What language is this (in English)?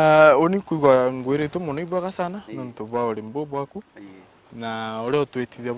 Meru